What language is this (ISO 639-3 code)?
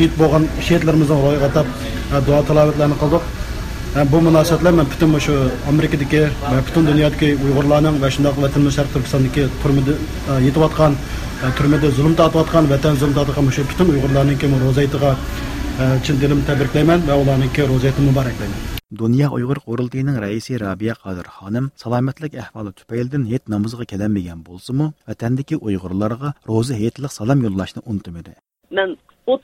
uig